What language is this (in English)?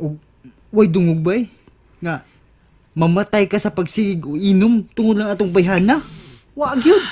Cebuano